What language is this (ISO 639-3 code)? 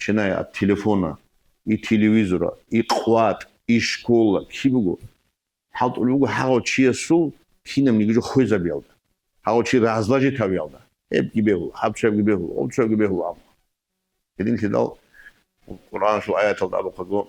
ava